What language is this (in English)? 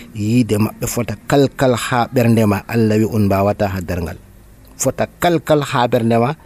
Nigerian Fulfulde